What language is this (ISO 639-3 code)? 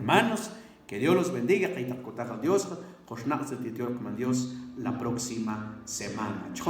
mam